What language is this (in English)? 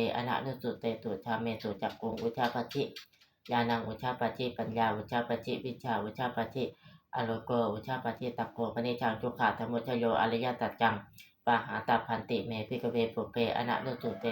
Pali